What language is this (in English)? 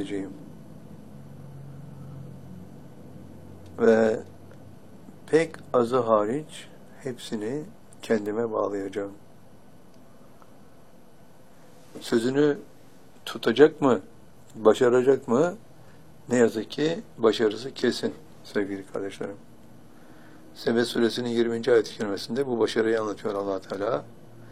Turkish